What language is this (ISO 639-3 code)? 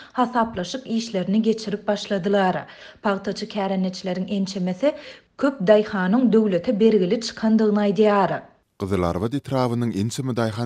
tuk